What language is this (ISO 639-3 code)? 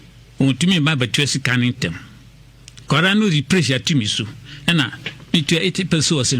aka